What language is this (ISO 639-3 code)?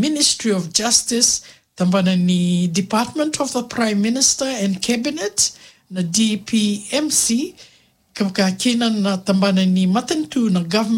fij